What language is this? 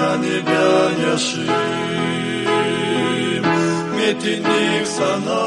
Gagauz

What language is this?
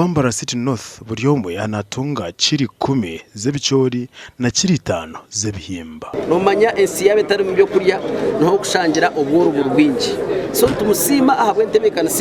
Nyankole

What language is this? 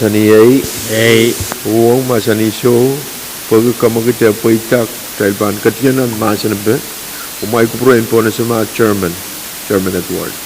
Pohnpeian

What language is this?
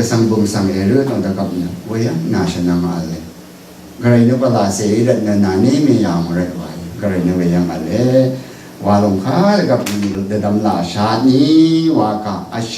Rawang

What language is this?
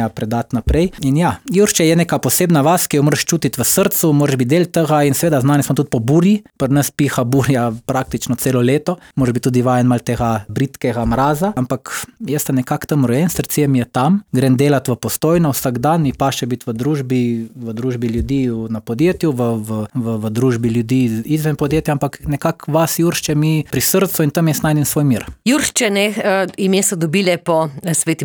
Slovenian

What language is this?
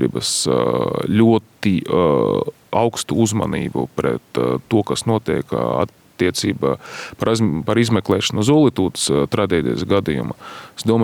Latvian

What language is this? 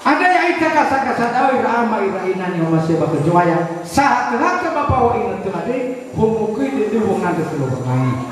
Nias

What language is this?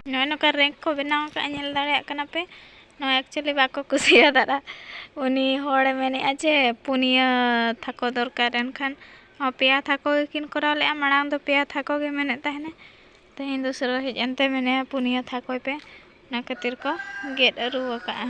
Santali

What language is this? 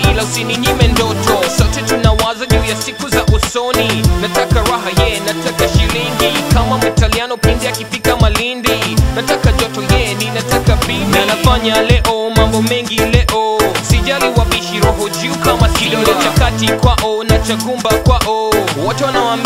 Swahili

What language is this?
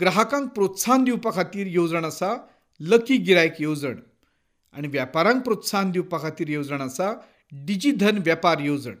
Konkani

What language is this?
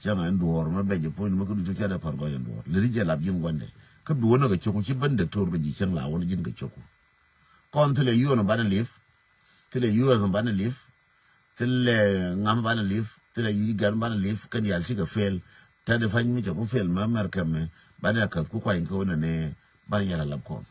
Nuer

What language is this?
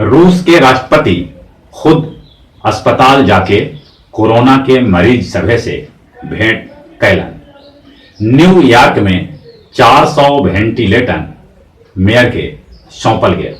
Magahi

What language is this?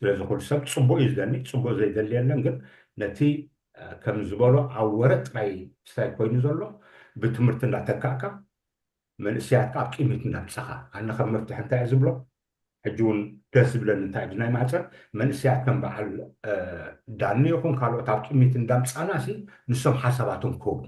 Tigrinya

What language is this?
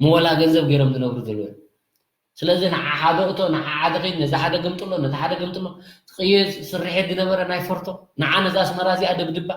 Tigrinya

